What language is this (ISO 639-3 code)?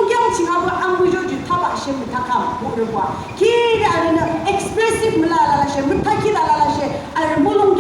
yim